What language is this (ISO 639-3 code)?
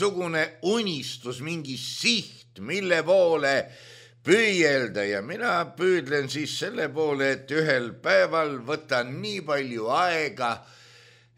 est